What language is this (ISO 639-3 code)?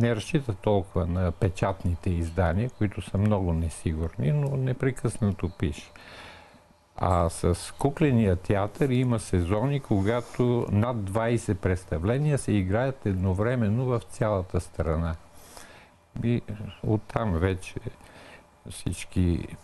bul